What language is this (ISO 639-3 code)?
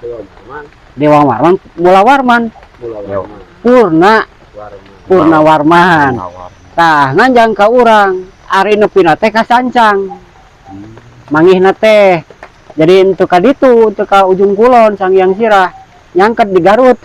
sun